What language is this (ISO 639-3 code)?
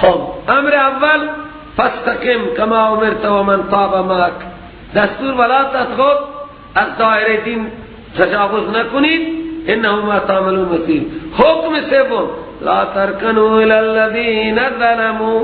fas